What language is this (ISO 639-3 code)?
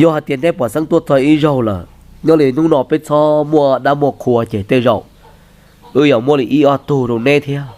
hmn